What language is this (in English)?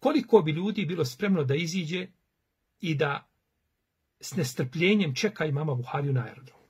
Bosnian